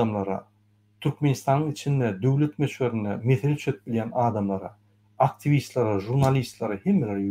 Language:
Turkmen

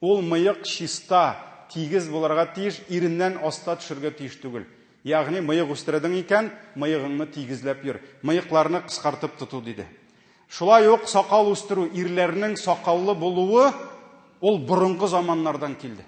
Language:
Tatar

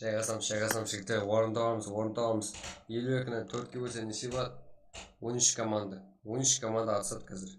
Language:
Kara-Kalpak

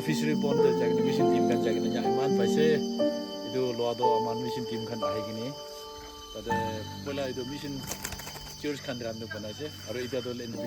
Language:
Naga Pidgin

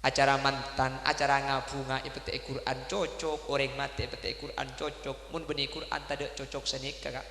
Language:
Madurese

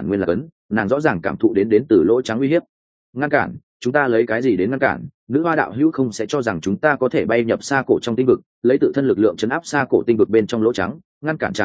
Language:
Vietnamese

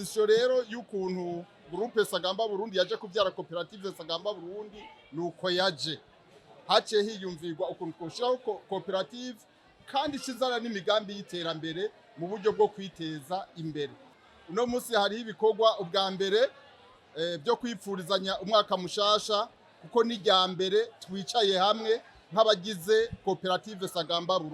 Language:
Rundi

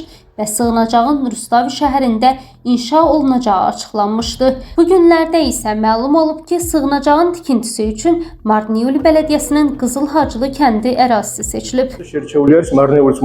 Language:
Azerbaijani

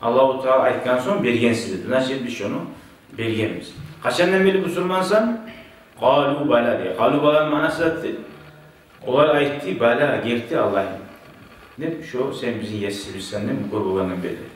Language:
Kumyk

